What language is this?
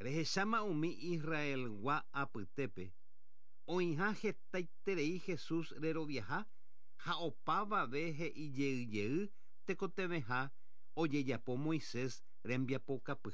Guarani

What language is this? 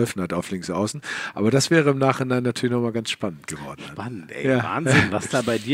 German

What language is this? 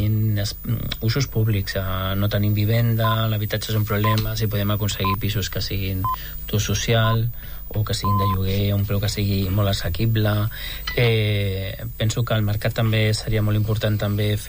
Catalan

